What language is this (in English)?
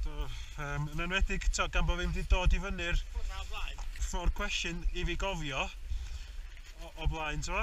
Welsh